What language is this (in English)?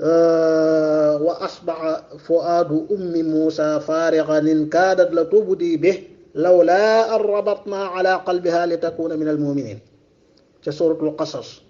Wolof